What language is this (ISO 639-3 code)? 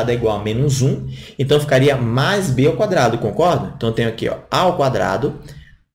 por